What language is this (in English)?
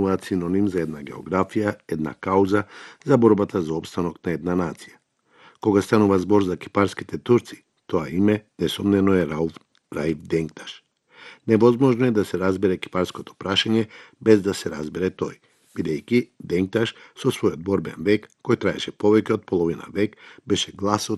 Macedonian